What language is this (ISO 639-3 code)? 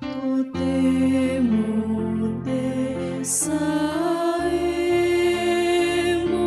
sda